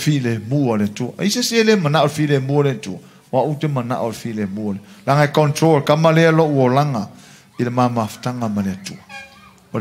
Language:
Samoan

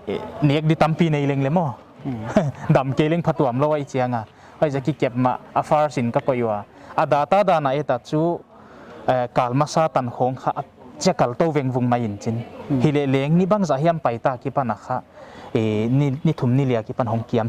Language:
Paite Chin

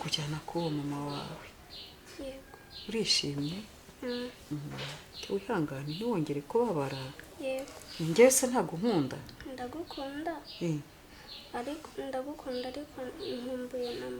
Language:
Kinyarwanda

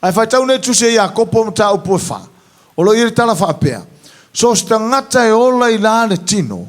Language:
Samoan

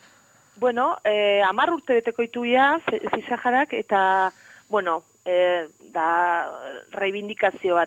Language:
Basque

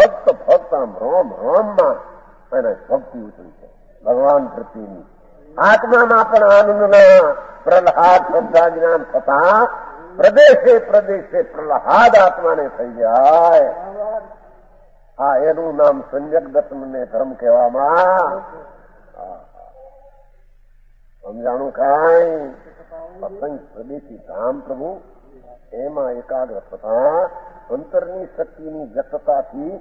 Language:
Gujarati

